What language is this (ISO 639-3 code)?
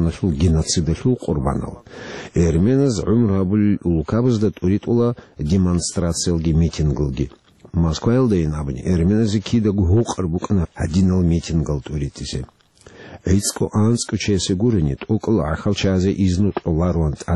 ava